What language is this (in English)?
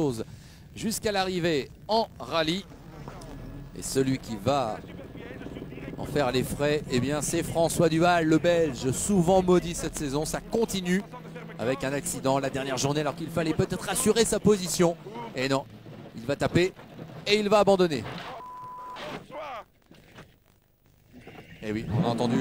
French